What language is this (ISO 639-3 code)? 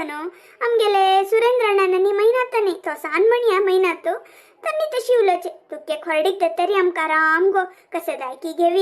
kok